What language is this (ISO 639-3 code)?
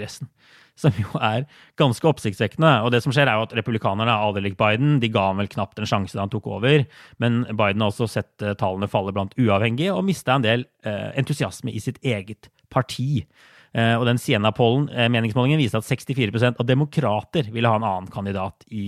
nor